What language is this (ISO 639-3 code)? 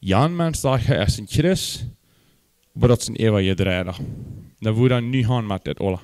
pdt